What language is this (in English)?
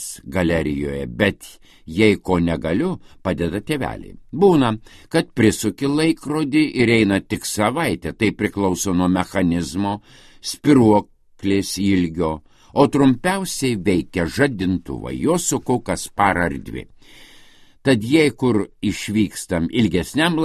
Lithuanian